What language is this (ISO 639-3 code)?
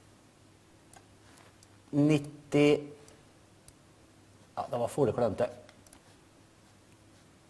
nor